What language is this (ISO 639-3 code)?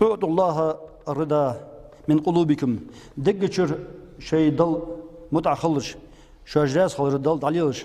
inh